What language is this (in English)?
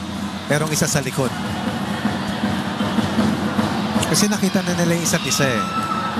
Filipino